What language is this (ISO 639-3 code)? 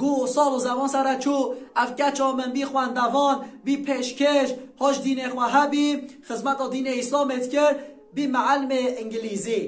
kur